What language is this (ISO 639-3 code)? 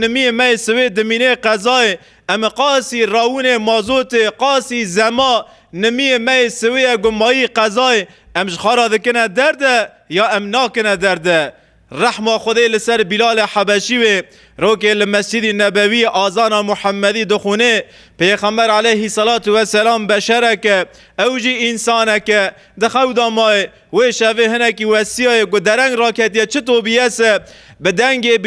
kur